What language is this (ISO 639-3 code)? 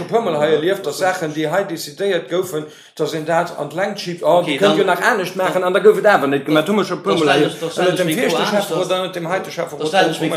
ltz